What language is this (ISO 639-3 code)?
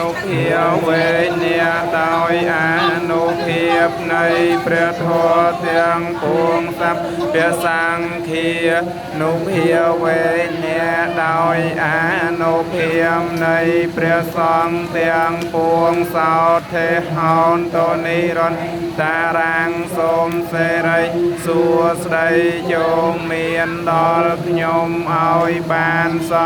khm